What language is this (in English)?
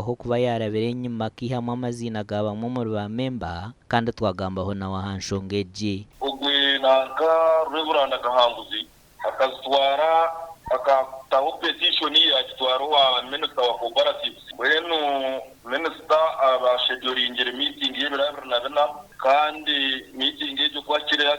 Nyankole